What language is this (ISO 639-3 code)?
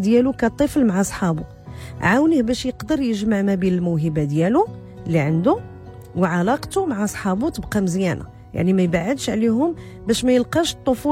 ary